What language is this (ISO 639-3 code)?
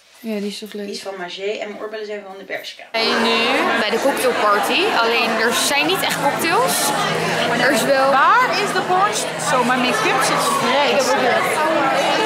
nld